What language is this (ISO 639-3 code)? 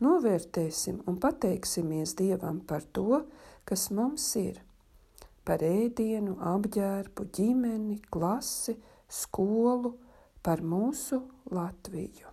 lav